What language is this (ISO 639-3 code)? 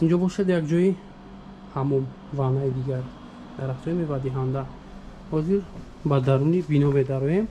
tgk